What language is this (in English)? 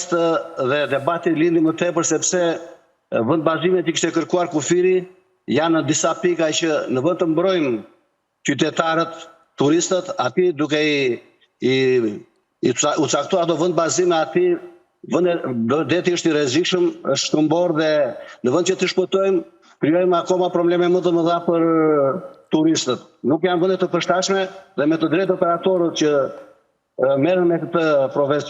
Albanian